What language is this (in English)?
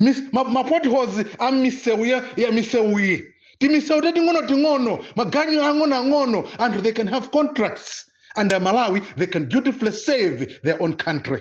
Nyanja